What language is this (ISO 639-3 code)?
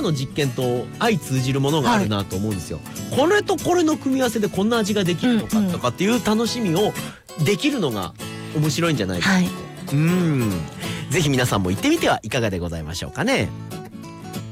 jpn